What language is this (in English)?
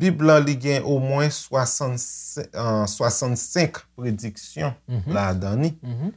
Haitian Creole